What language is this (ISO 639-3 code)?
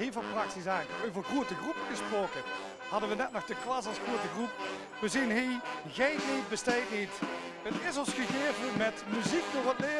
lim